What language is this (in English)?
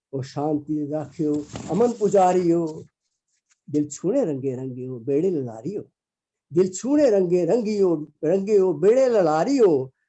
Dogri